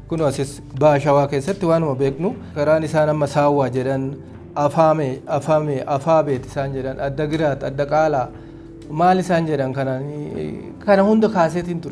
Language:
Oromo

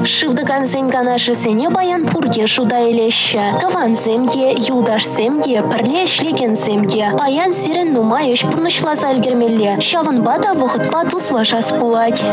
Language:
Chuvash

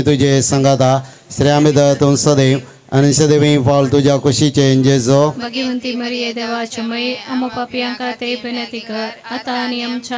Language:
Konkani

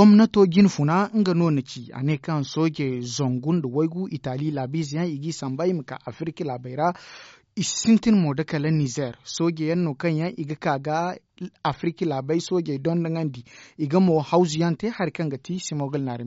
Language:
Zarma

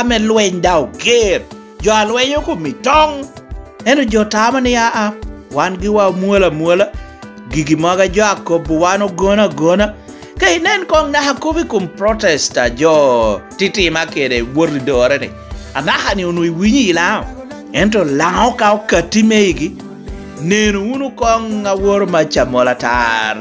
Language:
Lango (Uganda)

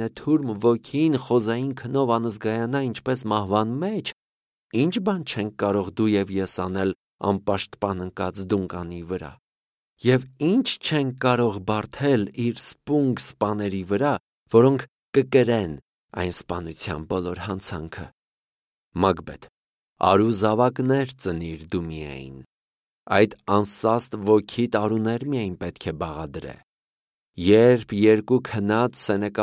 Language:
Armenian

